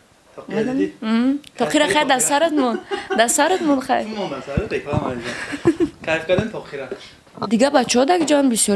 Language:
Tajik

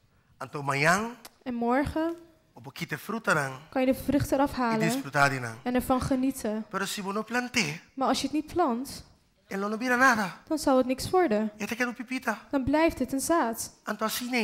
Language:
Papiamento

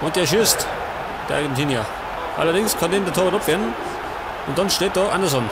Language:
Bavarian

